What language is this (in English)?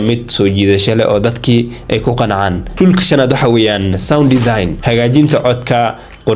Somali